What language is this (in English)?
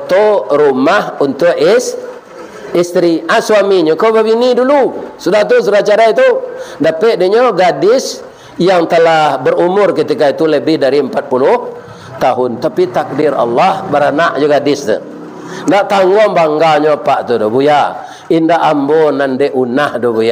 Minangkabau